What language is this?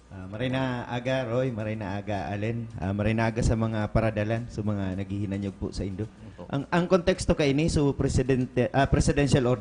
Bikol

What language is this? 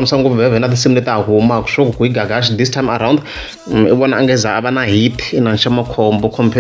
Tsonga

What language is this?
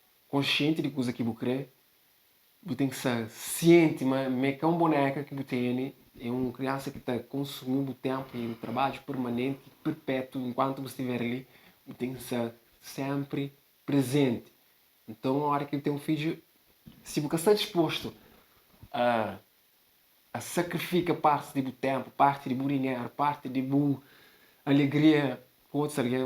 Kabuverdianu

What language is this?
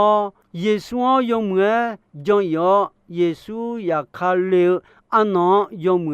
Akha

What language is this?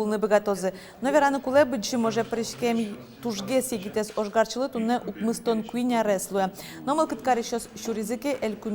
Udmurt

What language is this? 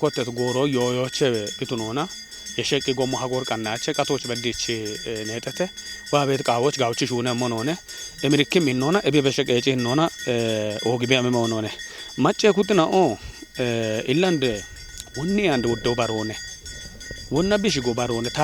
Kafa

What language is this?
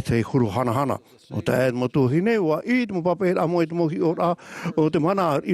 Tahitian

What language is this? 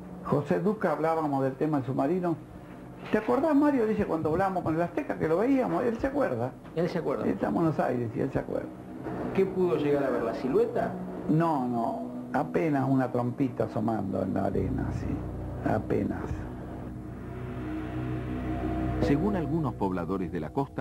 Spanish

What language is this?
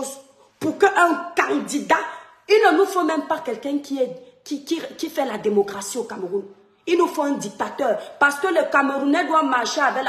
French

